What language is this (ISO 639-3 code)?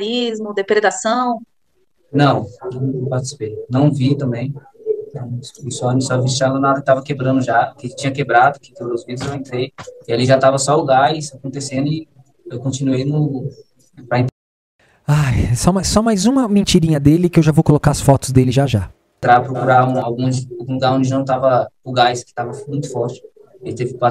por